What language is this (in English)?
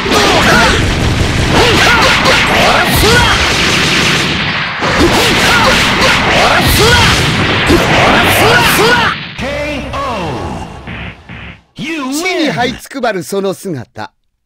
Japanese